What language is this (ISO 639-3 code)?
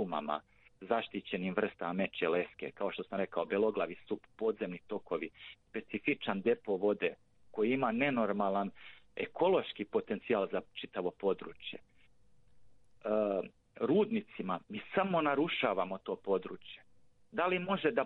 srp